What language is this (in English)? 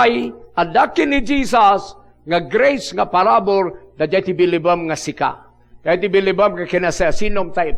Iloko